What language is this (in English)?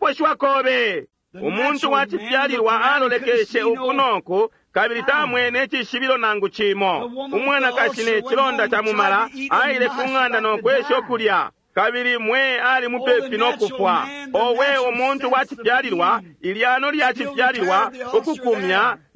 Bemba